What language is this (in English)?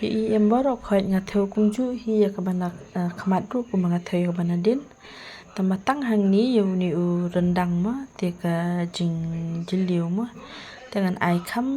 Khasi